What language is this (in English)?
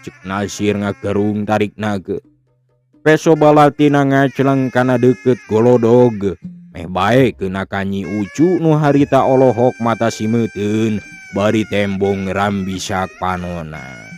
Sundanese